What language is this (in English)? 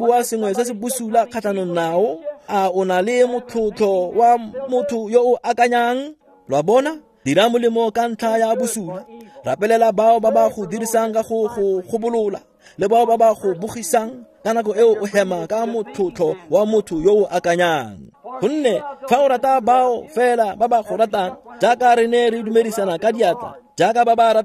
Tswana